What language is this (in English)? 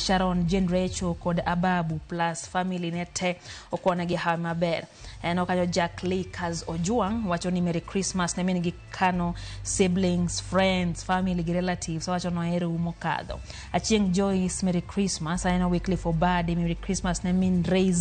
Luo (Kenya and Tanzania)